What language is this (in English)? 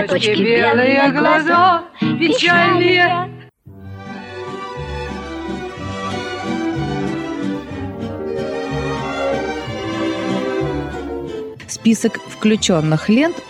Russian